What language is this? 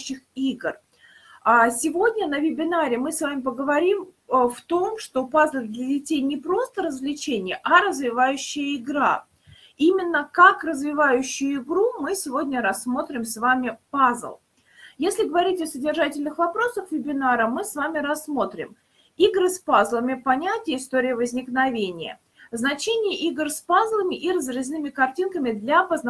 Russian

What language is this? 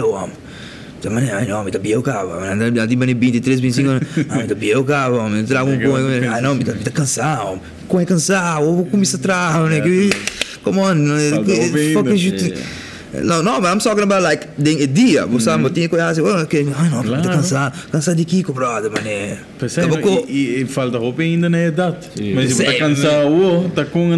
Papiamento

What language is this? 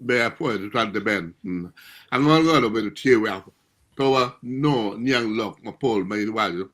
Acoli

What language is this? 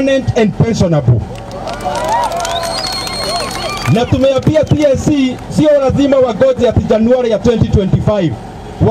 Swahili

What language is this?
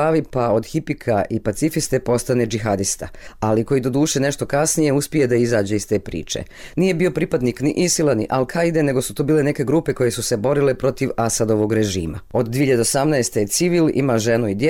Bosnian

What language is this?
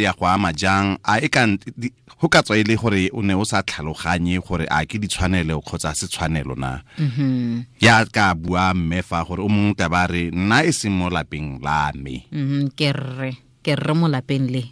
Tswana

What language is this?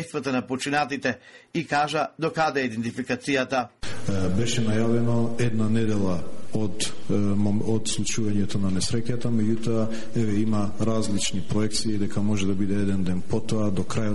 Macedonian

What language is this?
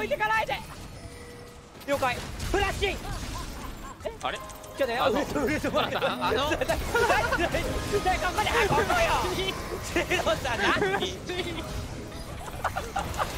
Japanese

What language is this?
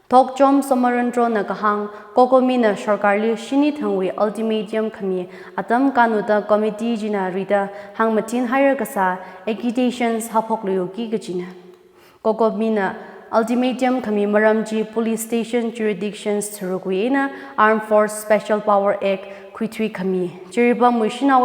Tangkhul Naga (India)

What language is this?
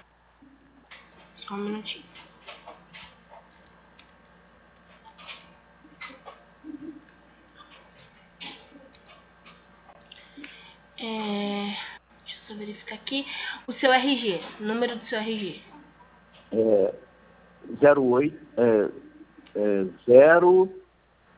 Portuguese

